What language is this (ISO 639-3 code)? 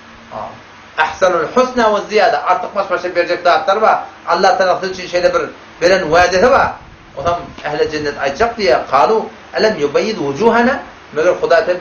tuk